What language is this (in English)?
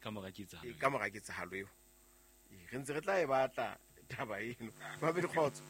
Southern Sotho